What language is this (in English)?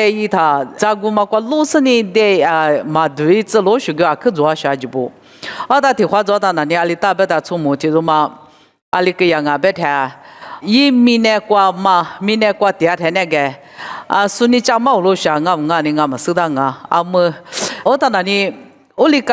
Lisu